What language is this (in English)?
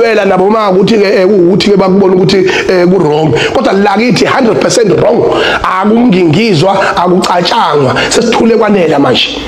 Zulu